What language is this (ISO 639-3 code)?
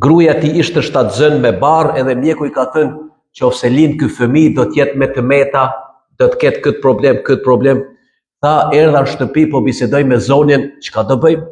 sqi